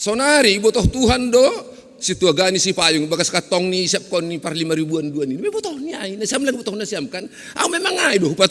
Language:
Batak Simalungun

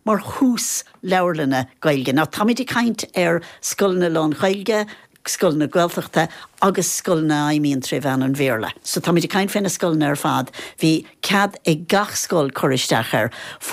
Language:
Irish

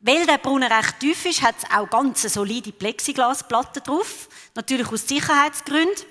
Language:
Swiss German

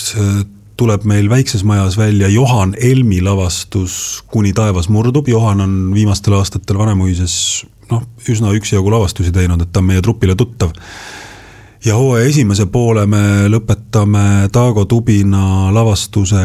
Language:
Estonian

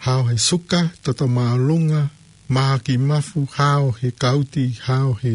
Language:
Tongan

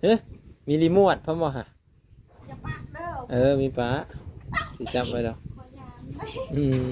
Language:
Lao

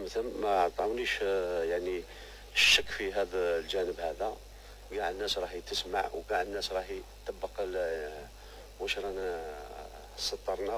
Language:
Algerian Arabic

